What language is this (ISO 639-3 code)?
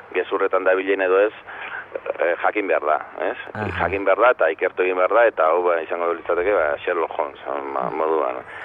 eus